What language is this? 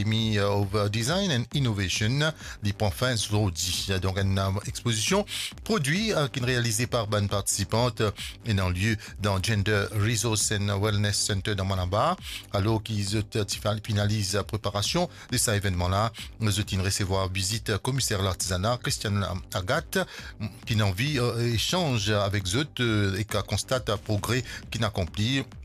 Morisyen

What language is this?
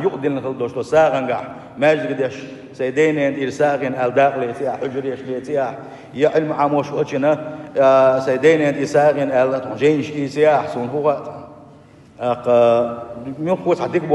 Chechen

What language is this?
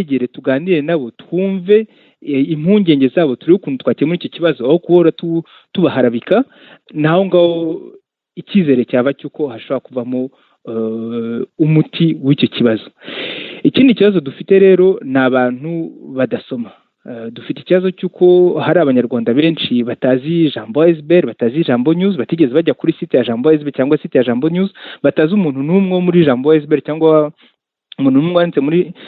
Kinyarwanda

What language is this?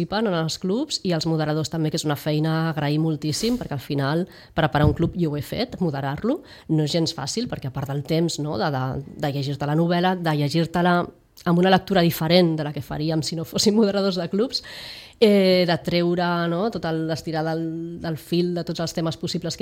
Catalan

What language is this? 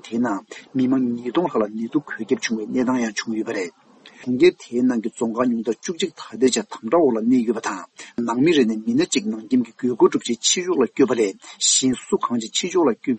Tibetan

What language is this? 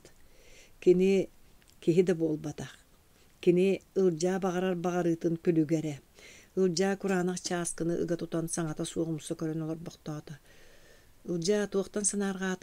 Yakut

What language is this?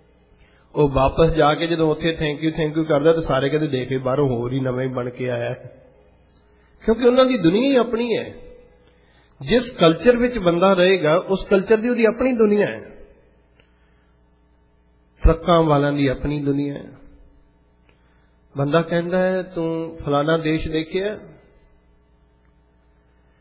Punjabi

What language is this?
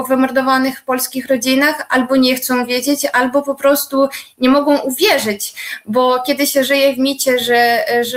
Polish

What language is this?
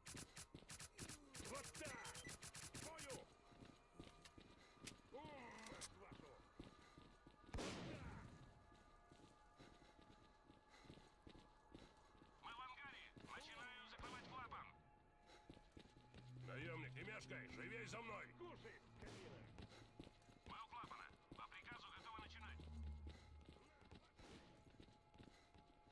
Russian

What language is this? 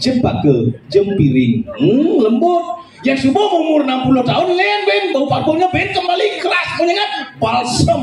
Balinese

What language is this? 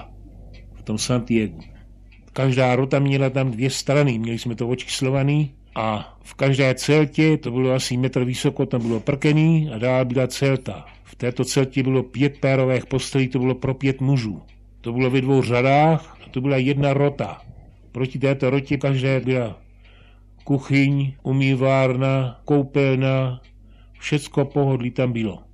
Czech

